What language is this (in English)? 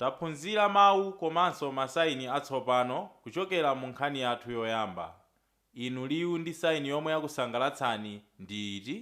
Nyanja